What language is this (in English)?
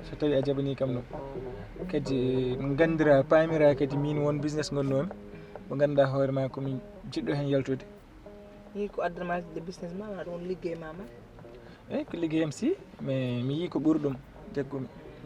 Fula